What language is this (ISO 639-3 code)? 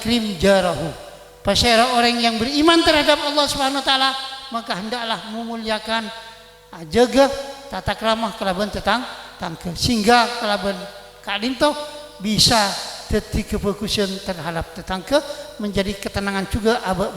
mad